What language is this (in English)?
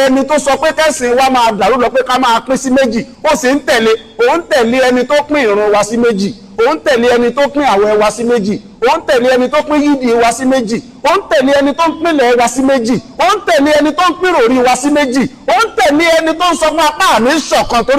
Yoruba